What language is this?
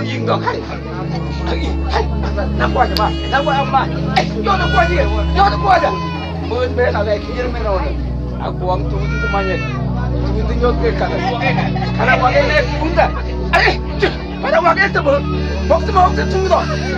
Mabaan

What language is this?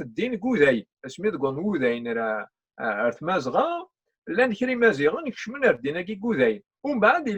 Kabyle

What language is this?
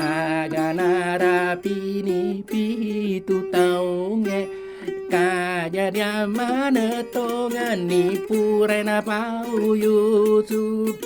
Buginese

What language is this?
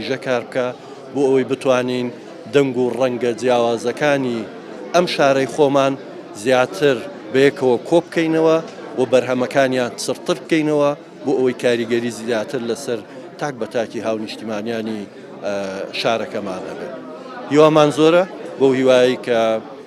Central Kurdish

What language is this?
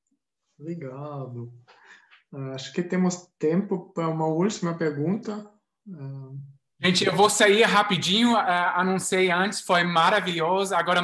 Portuguese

